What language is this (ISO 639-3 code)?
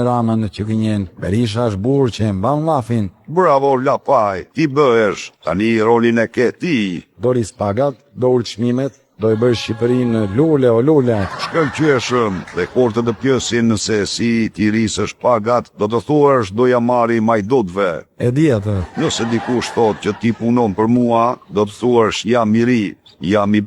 sqi